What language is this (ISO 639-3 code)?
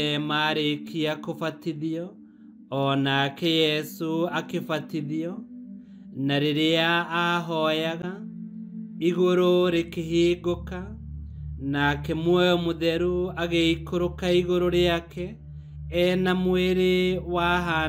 kik